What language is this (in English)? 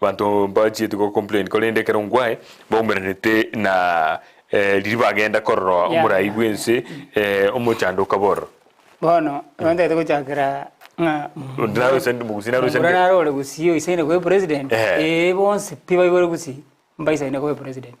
Gusii